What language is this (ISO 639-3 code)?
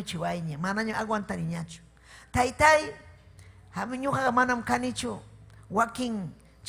quy